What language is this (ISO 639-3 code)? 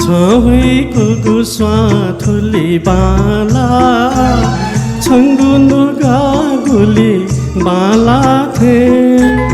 new